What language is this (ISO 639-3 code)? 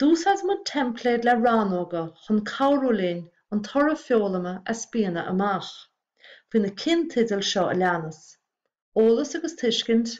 gle